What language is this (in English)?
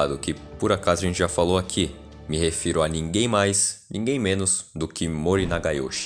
Portuguese